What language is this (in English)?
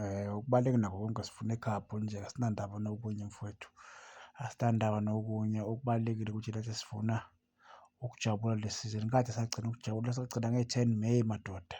Zulu